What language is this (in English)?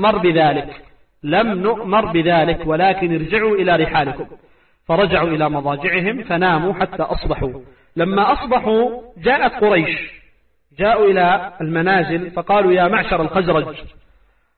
Arabic